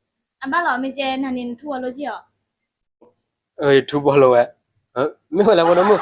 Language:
S'gaw Karen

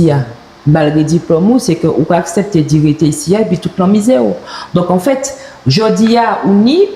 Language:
Guadeloupean Creole French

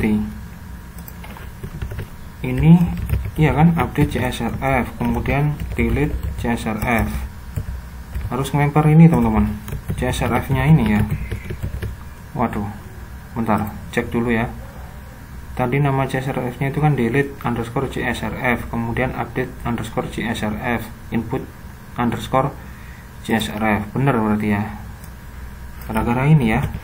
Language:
Indonesian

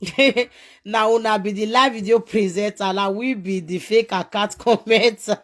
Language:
Nigerian Pidgin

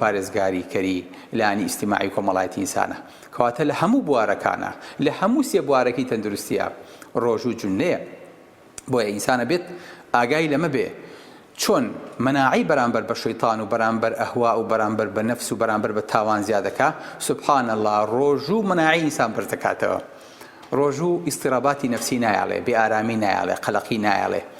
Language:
Central Kurdish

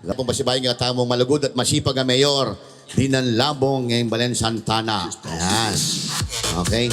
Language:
Pampanga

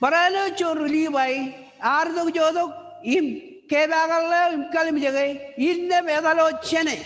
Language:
Marshallese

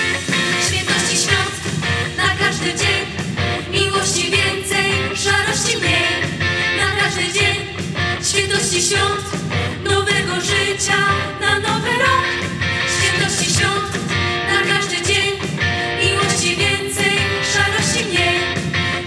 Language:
Polish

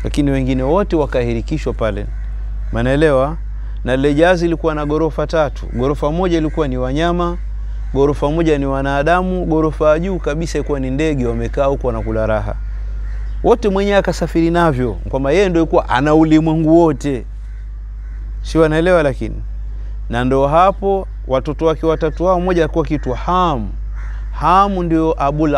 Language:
Swahili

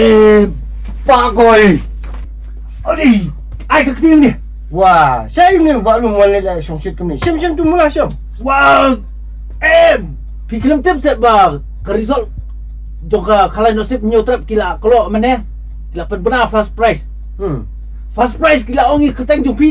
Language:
Khasi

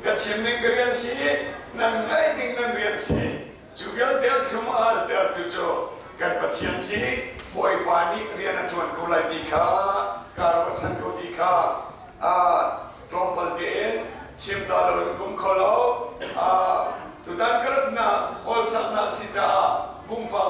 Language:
Hakha Chin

